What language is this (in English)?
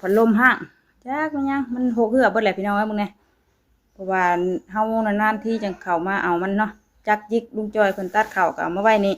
Northeastern Thai